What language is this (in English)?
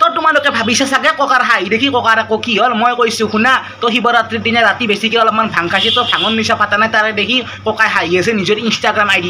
Assamese